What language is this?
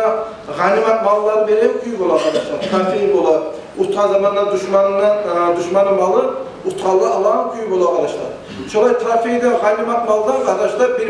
Kumyk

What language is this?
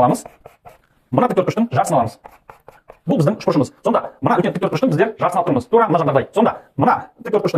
Kazakh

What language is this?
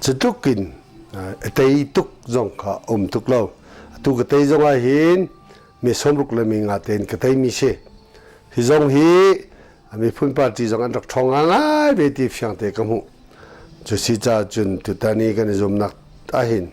Hakha Chin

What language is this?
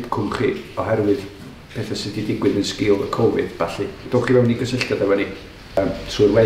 Welsh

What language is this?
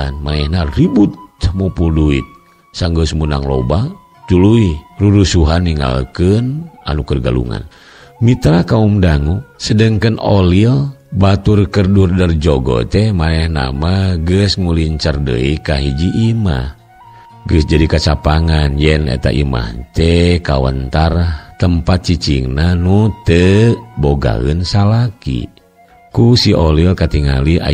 Sundanese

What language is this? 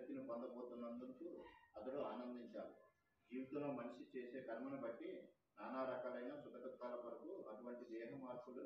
Telugu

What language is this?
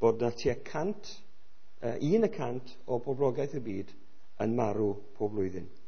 Welsh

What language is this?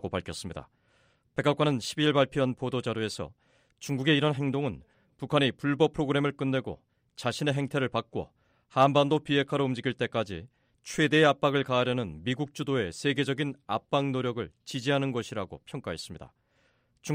Korean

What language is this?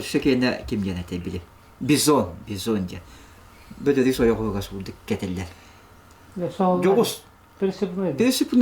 Yakut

